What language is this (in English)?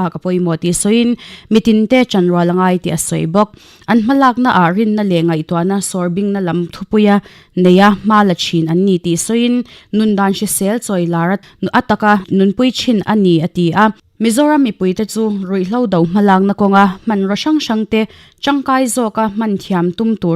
Mizo